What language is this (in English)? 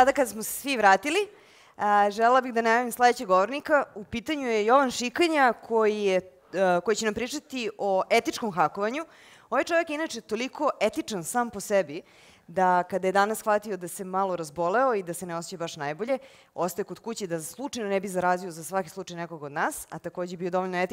Serbian